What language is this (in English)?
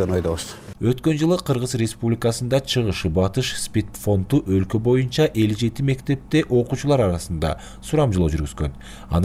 Kyrgyz